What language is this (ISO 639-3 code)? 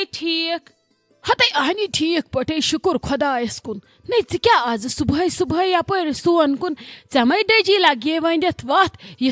kas